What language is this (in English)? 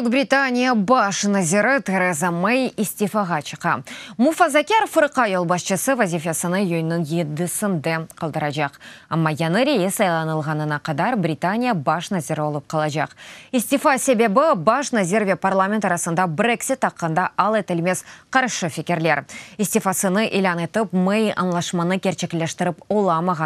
Crimean Tatar